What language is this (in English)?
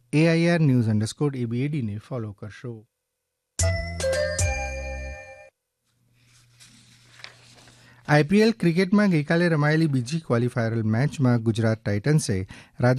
Gujarati